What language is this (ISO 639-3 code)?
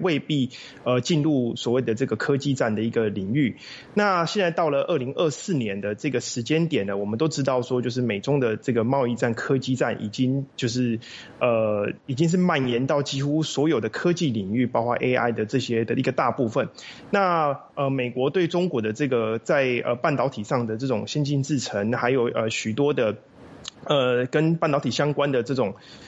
zho